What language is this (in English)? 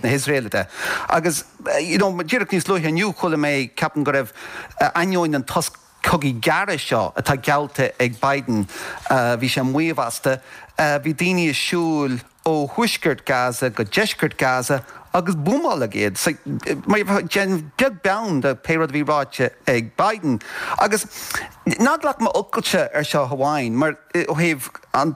Irish